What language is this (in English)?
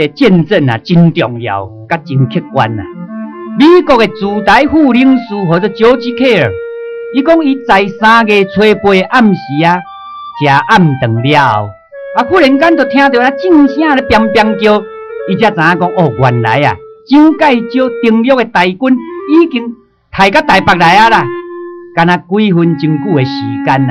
Min Nan Chinese